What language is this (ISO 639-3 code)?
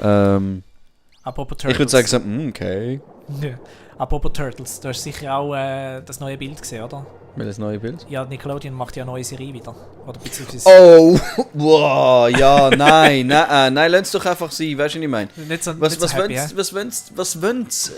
gsw